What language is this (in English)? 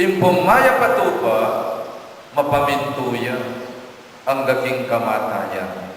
Pampanga